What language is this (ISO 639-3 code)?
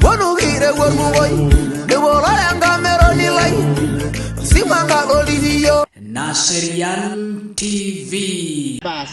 mas